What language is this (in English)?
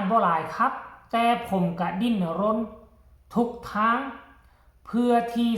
Northeastern Thai